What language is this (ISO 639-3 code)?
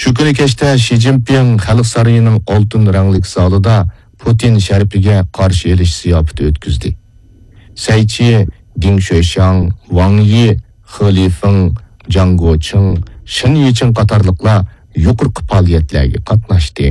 uig